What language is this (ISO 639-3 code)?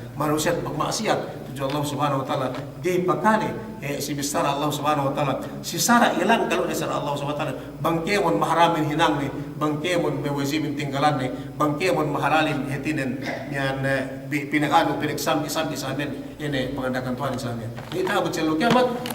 yka